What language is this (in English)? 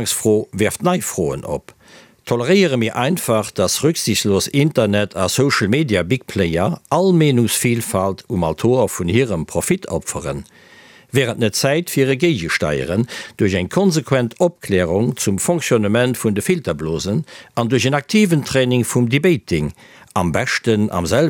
Luxembourgish